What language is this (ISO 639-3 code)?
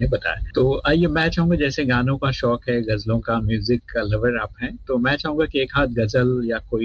hin